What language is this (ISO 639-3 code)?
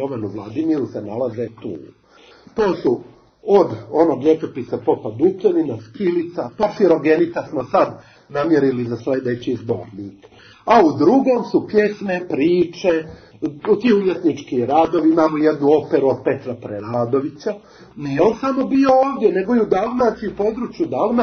hrv